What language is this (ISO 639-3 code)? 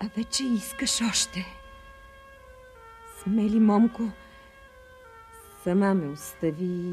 bul